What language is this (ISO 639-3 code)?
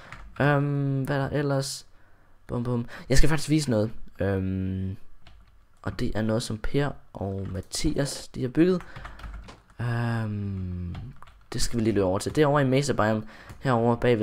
dan